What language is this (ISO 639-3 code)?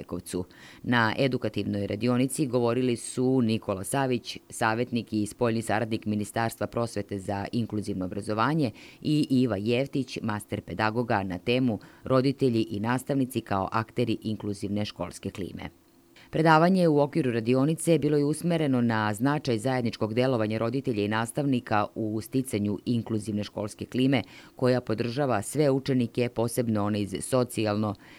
srp